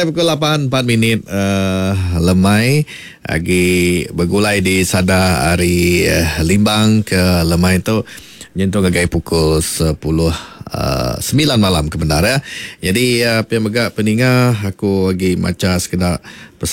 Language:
Iban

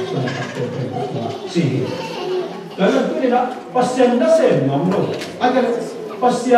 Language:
Tedim Chin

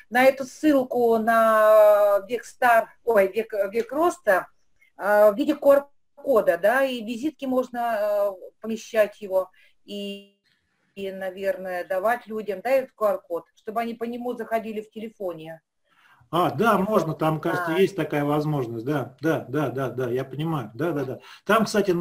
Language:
Russian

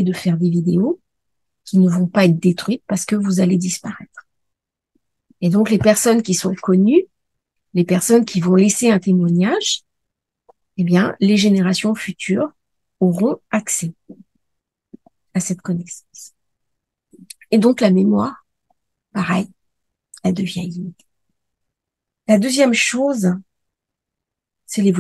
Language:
French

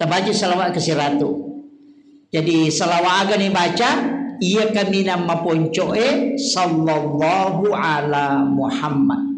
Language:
Buginese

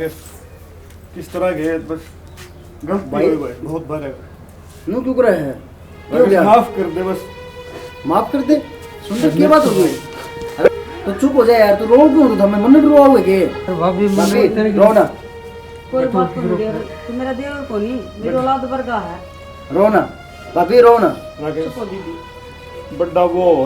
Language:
Haryanvi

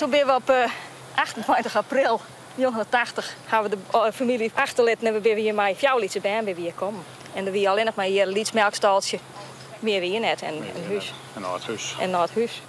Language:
Western Frisian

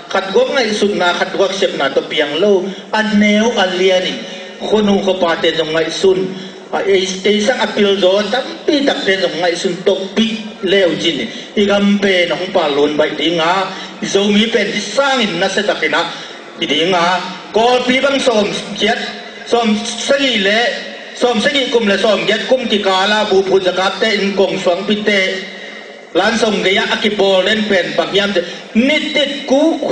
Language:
Tedim Chin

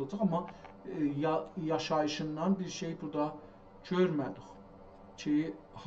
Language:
South Azerbaijani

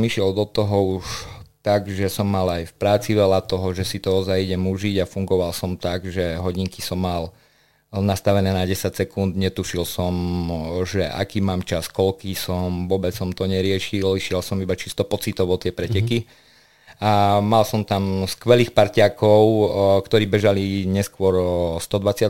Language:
Slovak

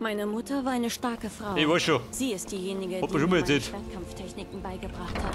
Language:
Bavarian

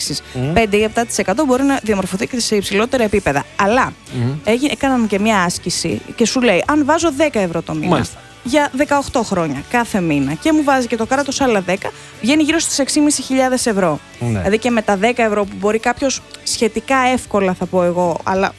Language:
Greek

